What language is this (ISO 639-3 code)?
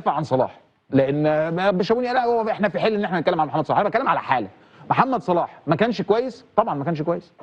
arz